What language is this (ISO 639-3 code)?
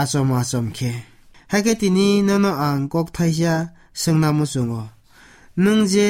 trp